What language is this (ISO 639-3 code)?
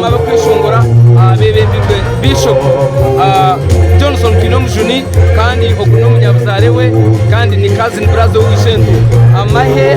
nyn